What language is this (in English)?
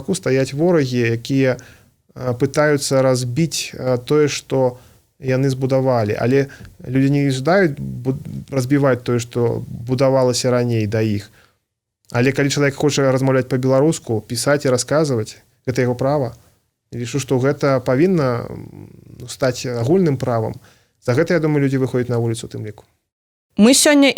Belarusian